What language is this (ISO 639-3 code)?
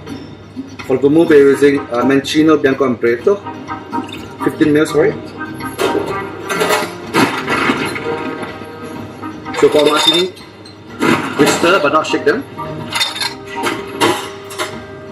eng